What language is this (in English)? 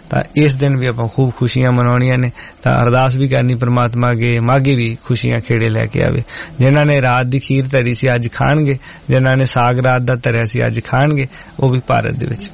Punjabi